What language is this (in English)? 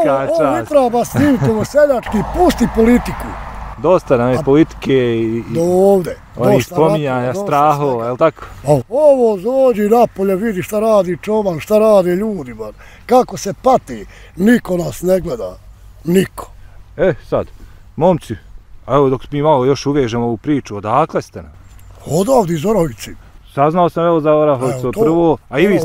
Bosnian